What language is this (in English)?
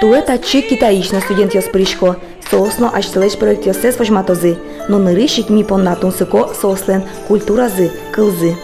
Udmurt